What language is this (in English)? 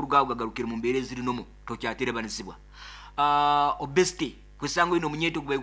Nyoro